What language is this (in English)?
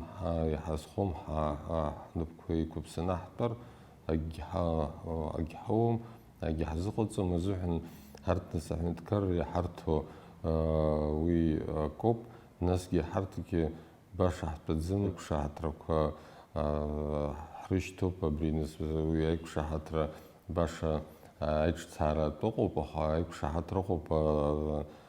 Abkhazian